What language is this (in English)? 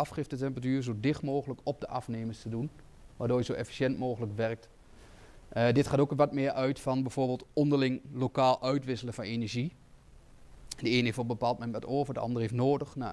Dutch